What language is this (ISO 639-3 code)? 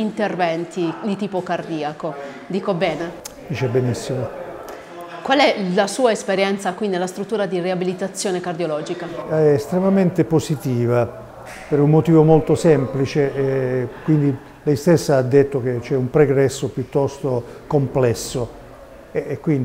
ita